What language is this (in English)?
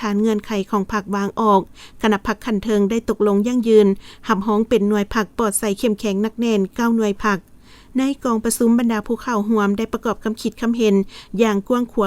Lao